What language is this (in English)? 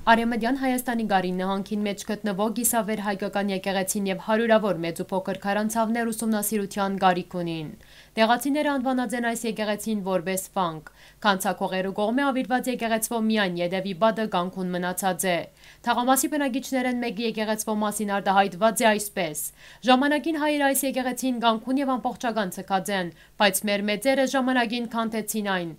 Western Armenian